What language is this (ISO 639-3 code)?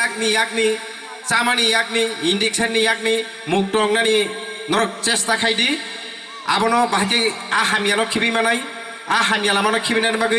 trp